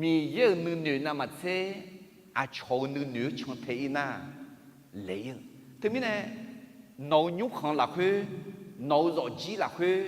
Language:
Akha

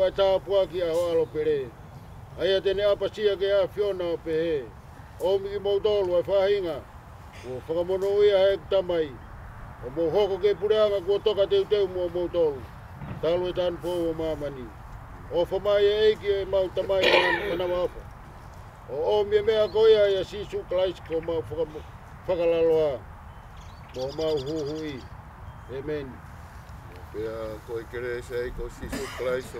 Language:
Tongan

